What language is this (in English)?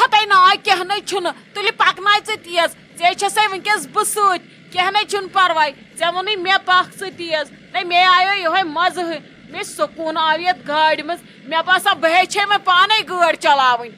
Kashmiri